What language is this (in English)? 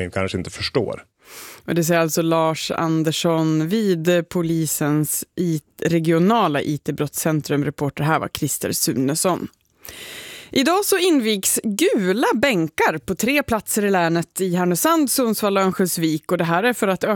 Swedish